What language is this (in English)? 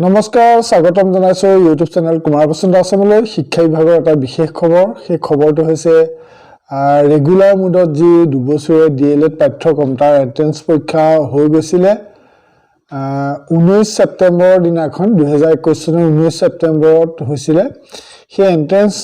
Assamese